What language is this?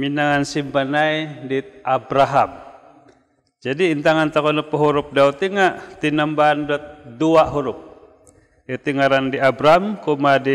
Central Dusun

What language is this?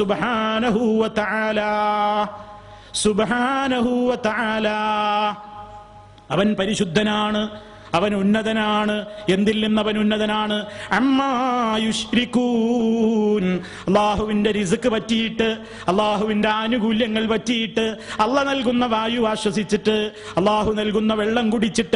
Malayalam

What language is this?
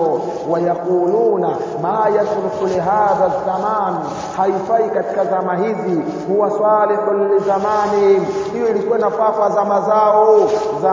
Swahili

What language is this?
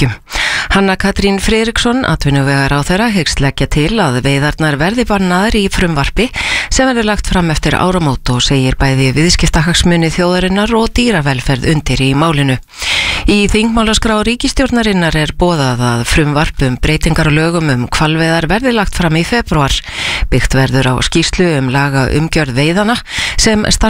Icelandic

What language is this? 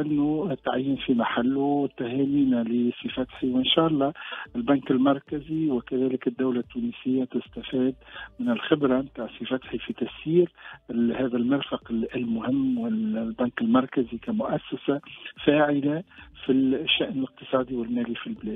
Tunisian Arabic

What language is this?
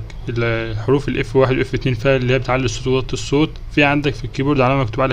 Egyptian Arabic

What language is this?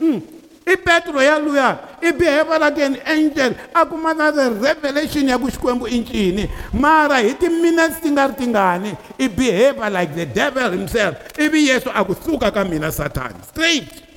Tsonga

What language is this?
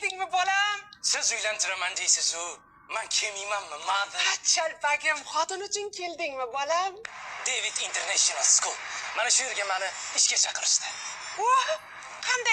Uzbek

